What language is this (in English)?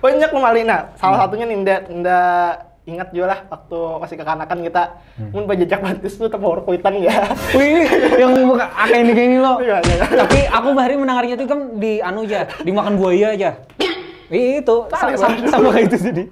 Banjar